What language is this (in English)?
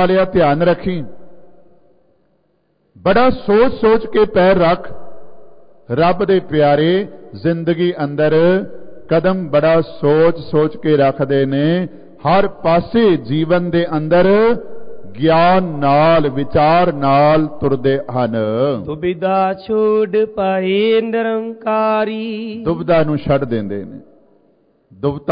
Punjabi